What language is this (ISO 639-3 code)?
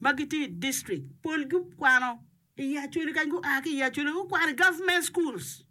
ach